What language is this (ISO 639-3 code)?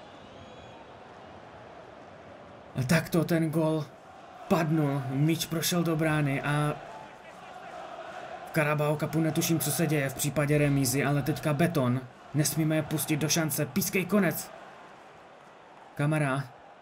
ces